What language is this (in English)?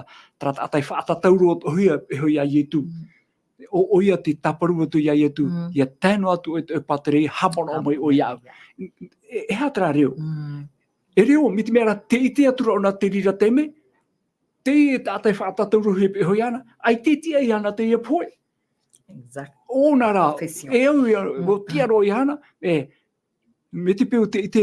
Tahitian